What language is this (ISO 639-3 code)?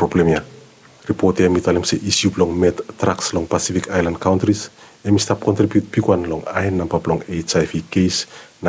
bis